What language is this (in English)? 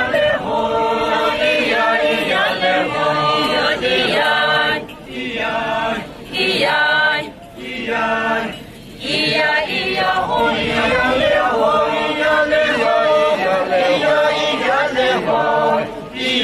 Poumei Naga